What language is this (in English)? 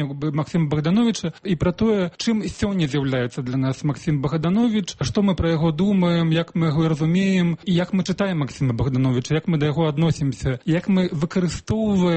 Belarusian